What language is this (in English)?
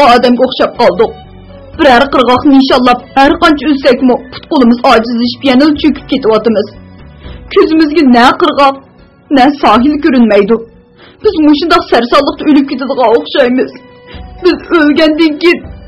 Uyghur